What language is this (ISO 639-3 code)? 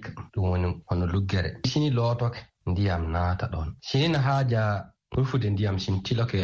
ful